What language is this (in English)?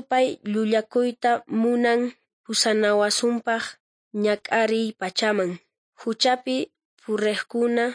South Bolivian Quechua